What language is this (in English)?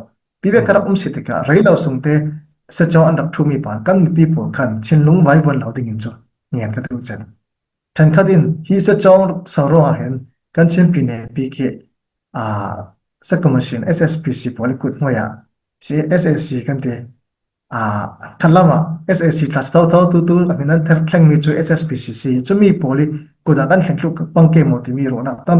Falam Chin